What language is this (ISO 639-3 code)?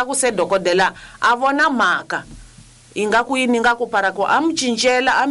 tso